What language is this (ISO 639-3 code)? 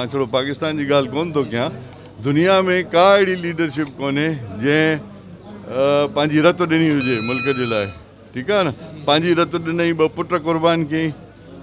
snd